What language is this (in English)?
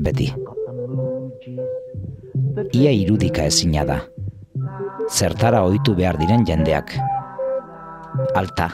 Basque